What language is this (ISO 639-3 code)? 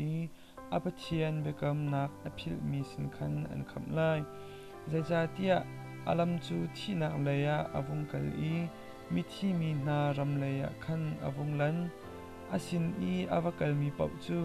cnh